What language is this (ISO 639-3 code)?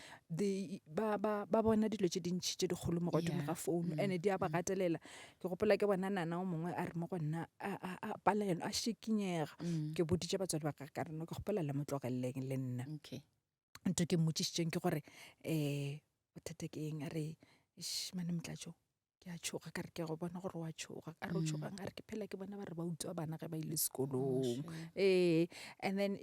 nso